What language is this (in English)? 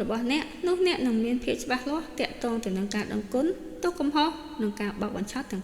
Khmer